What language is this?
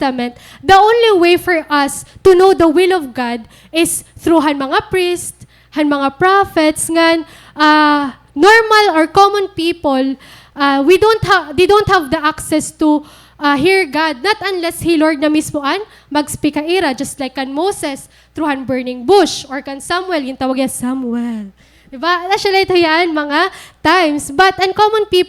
Waray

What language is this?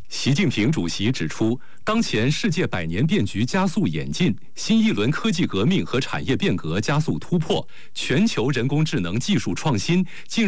Chinese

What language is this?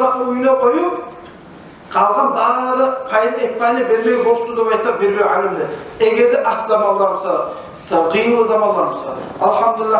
Kumyk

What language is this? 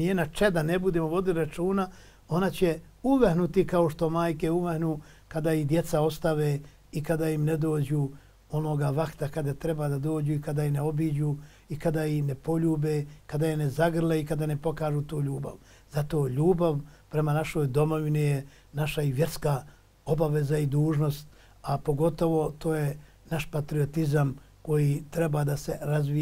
Bosnian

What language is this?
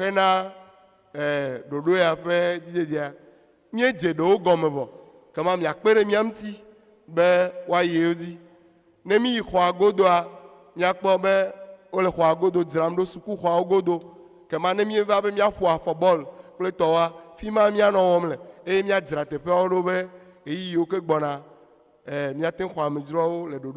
Ewe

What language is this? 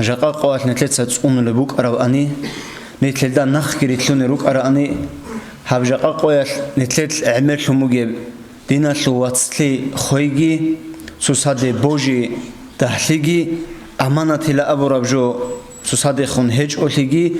Avaric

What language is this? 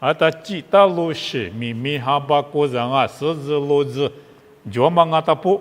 Lisu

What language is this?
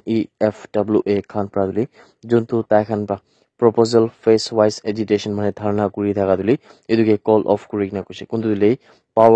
Naga Pidgin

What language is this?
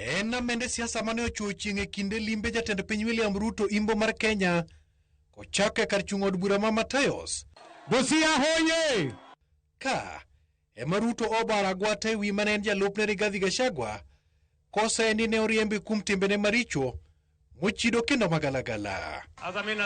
Luo (Kenya and Tanzania)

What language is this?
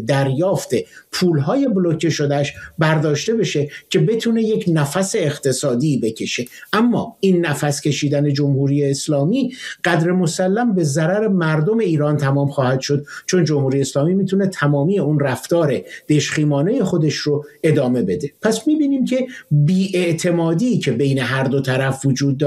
Persian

